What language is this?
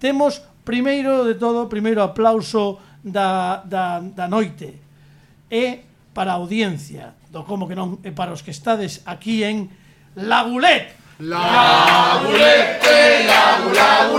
Galician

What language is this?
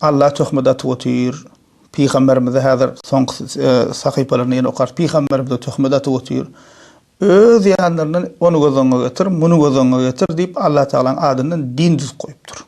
Turkmen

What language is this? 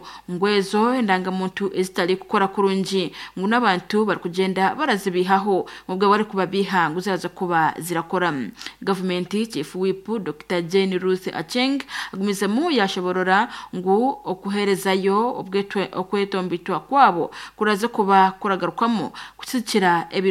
Nyankole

